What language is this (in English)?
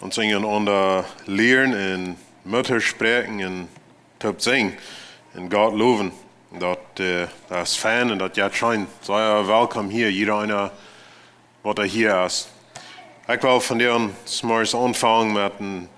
Plautdietsch